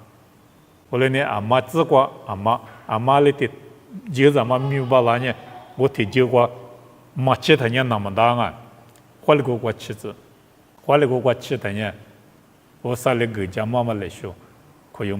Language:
Lisu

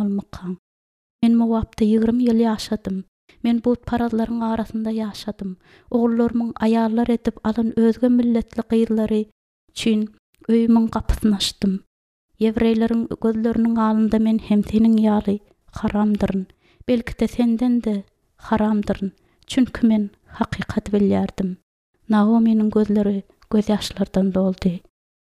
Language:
Turkmen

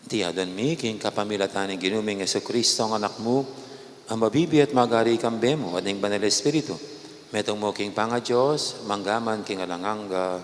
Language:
Pampanga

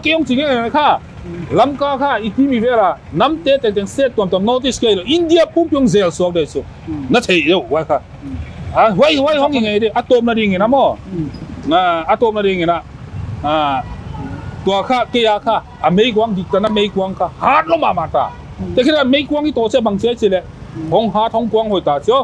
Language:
Paite Chin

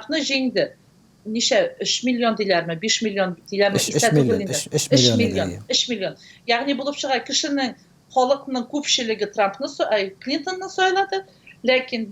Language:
Tatar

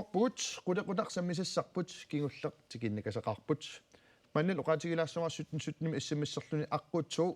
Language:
Kalaallisut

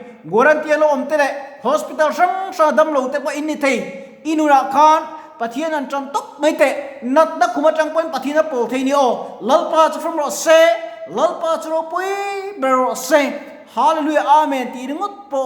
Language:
Mizo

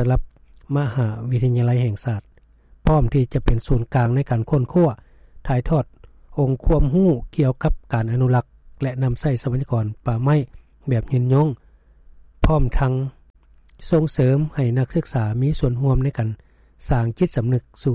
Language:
Lao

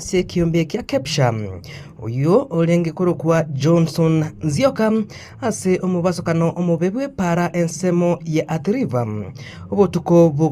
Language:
Gusii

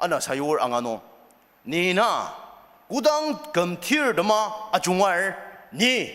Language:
Ao Naga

